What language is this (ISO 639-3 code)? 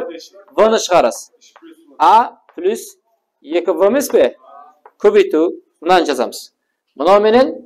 kaa